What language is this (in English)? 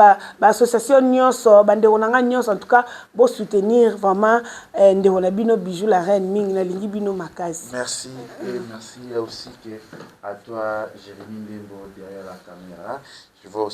Lingala